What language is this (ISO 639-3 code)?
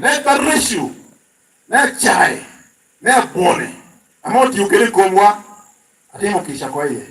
laj